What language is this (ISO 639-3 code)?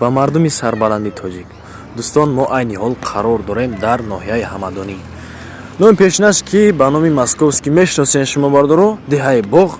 tgk